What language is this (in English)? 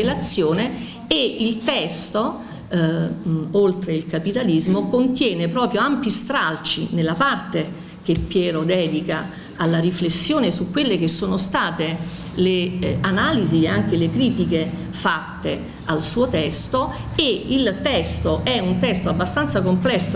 Italian